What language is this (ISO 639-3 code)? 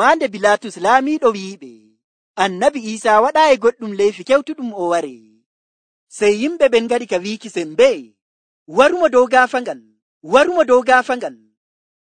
fuv